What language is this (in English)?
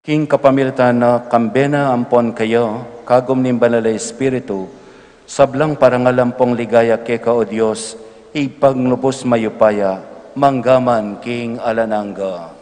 Pampanga